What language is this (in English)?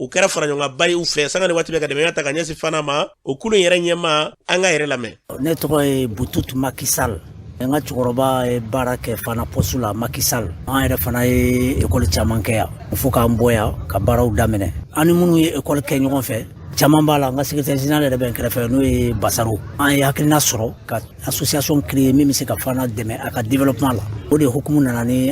Bambara